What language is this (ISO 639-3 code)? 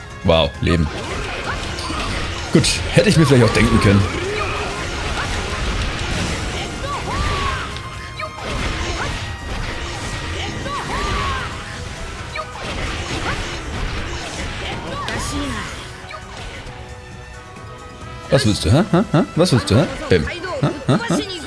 deu